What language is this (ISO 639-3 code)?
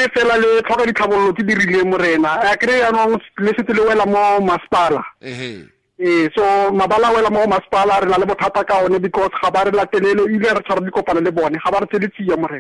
tsn